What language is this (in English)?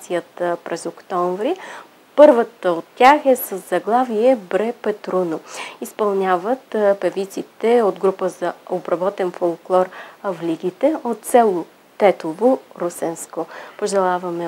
Bulgarian